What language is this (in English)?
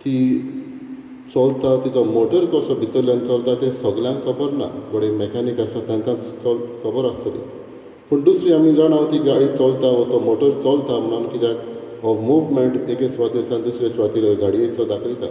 Konkani